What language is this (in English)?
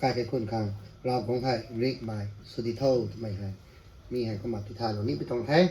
Rongmei Naga